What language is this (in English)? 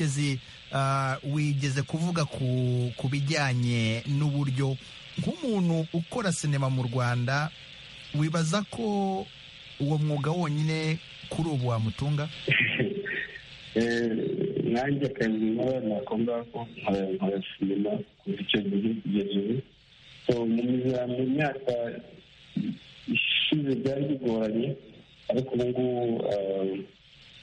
Kinyarwanda